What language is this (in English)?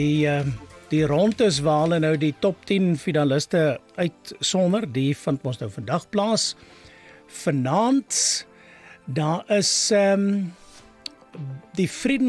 Afrikaans